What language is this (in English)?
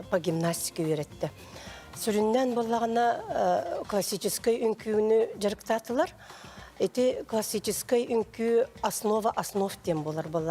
Yakut